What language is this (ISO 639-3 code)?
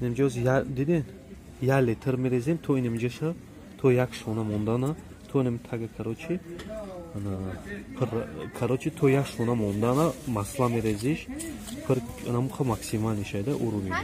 tgk